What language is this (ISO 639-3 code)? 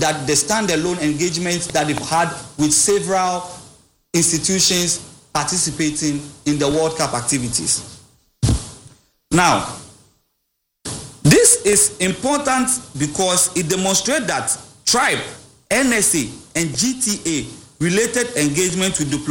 eng